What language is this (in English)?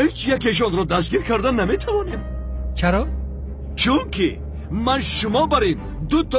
Tajik